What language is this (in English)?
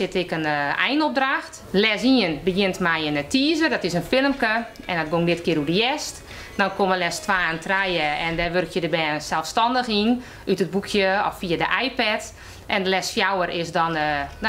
Western Frisian